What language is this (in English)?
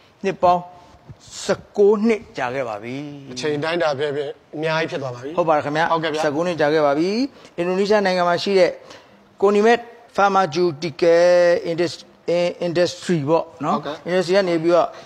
Burmese